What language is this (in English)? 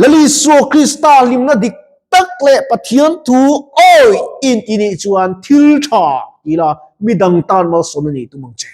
Mizo